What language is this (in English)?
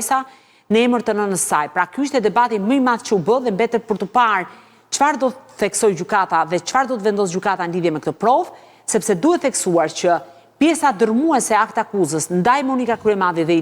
Albanian